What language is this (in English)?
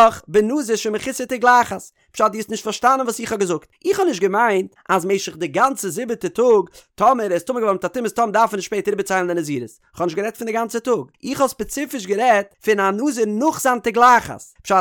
Yiddish